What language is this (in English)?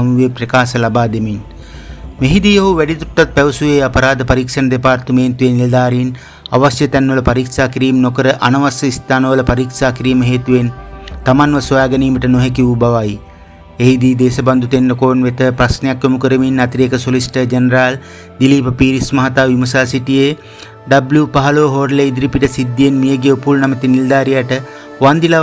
Sinhala